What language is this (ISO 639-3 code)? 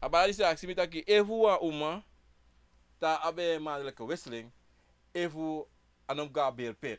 srn